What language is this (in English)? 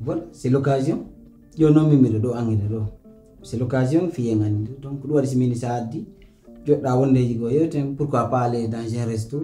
Pular